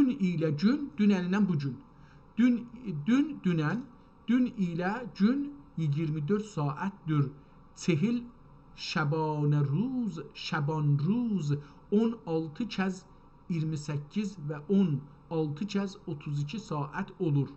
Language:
South Azerbaijani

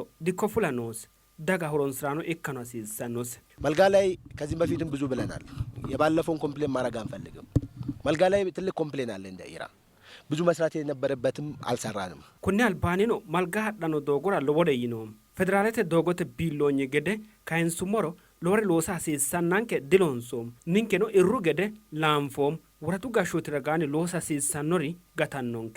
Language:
Sidamo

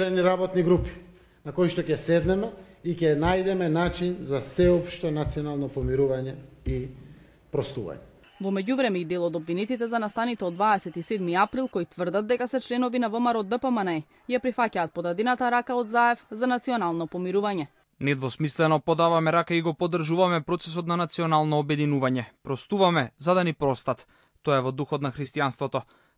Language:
Macedonian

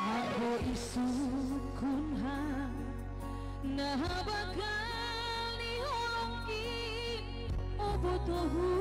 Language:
Batak Simalungun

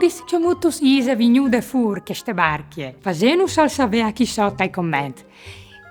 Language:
Friulian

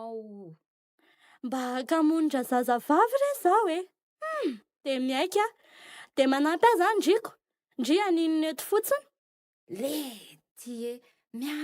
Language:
Malagasy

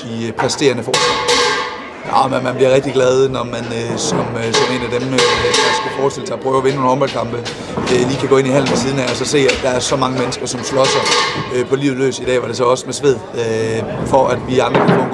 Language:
Danish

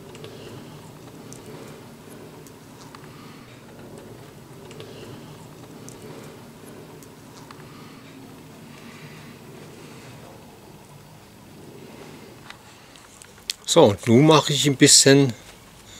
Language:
German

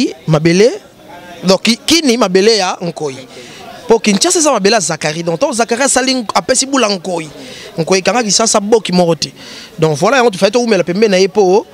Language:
Lingala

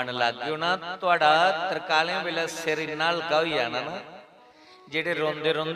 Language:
Dogri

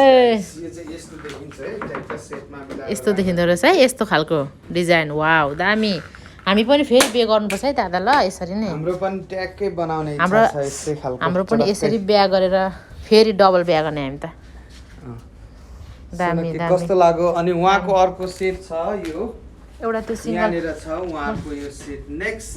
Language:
Nepali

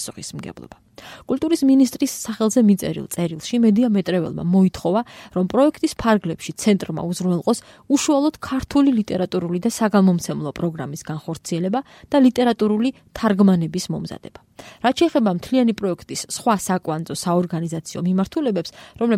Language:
Georgian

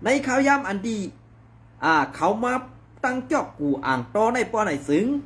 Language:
Shan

